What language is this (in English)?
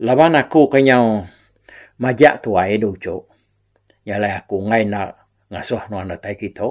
Iban